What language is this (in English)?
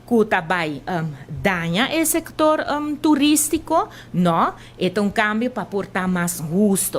Papiamento